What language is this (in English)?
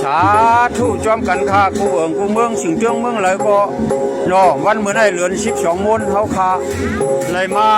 Shan